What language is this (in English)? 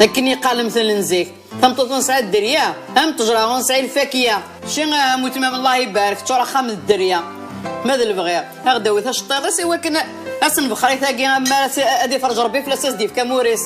Kabyle